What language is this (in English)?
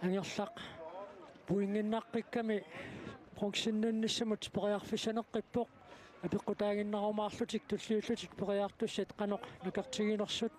Kalaallisut